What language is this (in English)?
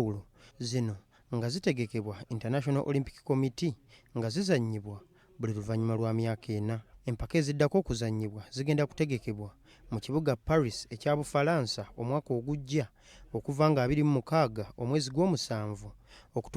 Ganda